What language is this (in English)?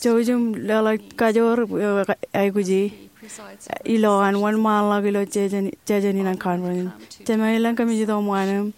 Marshallese